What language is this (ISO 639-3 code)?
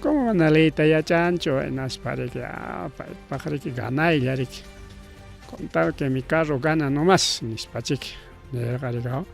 quy